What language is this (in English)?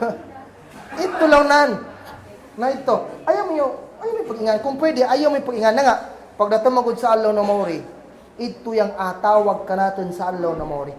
Kagan Kalagan